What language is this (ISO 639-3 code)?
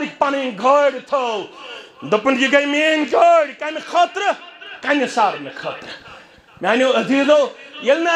kas